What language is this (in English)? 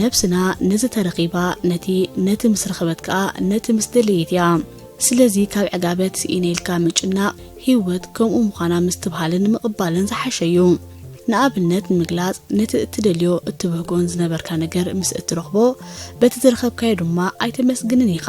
Tigrinya